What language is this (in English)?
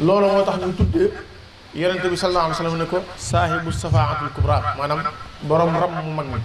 Wolof